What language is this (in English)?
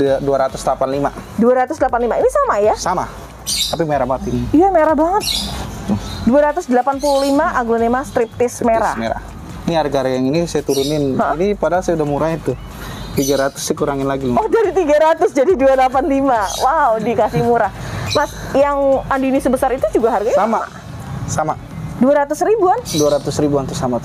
Indonesian